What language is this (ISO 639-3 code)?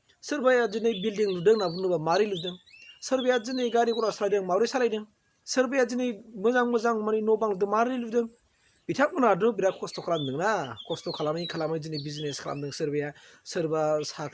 brx